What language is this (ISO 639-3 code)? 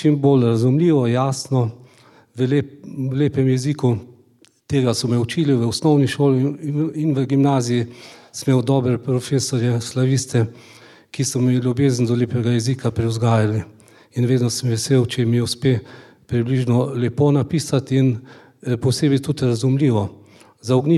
slv